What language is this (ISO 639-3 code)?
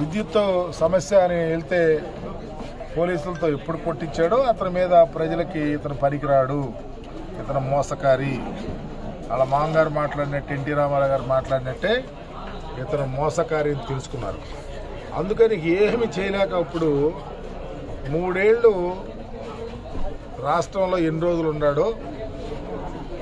tel